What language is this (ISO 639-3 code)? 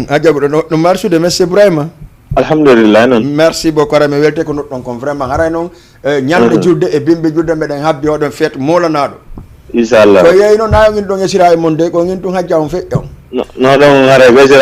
ful